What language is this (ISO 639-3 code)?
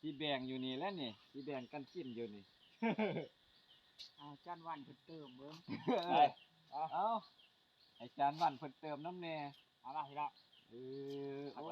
lao